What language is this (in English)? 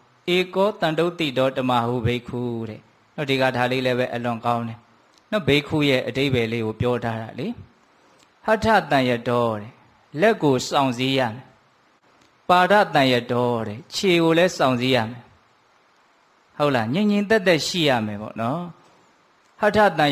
Burmese